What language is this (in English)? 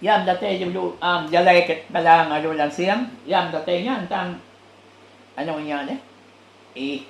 Iban